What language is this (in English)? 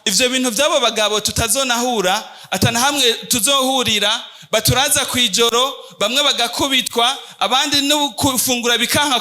Rundi